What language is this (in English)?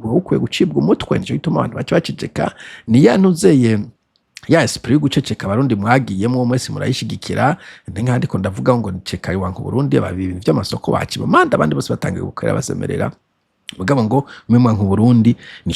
Rundi